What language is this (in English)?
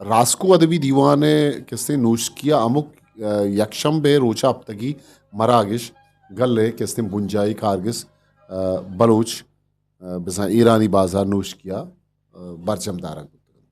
Eastern Balochi